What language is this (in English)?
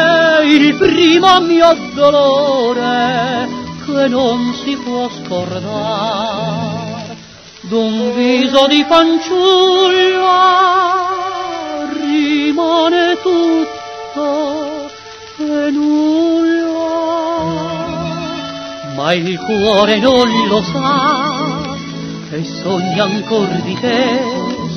Italian